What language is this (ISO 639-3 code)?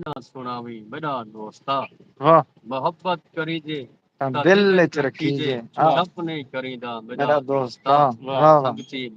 skr